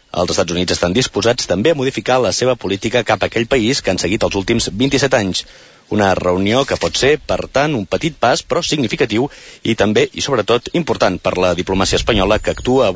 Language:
Catalan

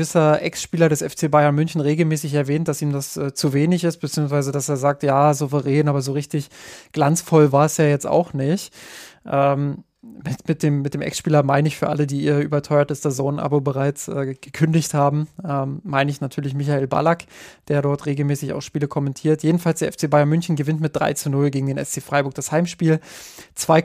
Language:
German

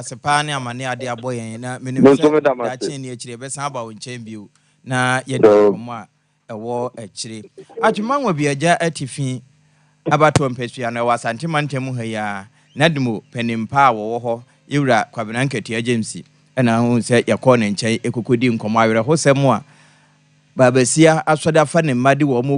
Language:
Akan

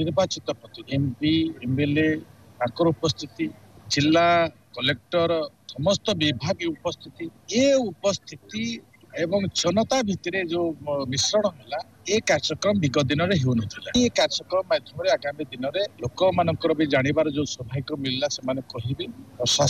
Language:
Odia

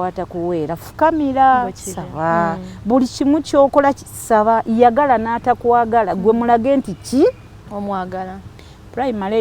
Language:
Ganda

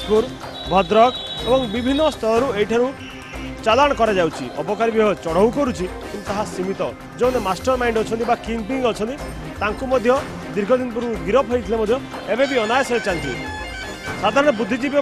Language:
Odia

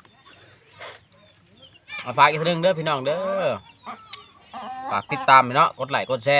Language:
Lao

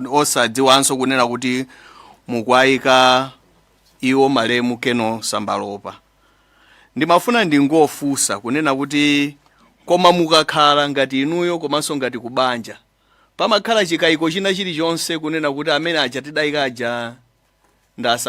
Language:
Nyanja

